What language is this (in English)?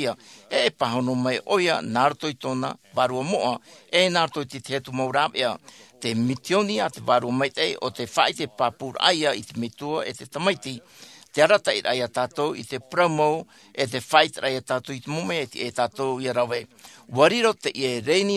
Tahitian